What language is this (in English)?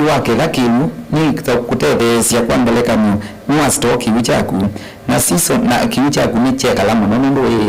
Kamba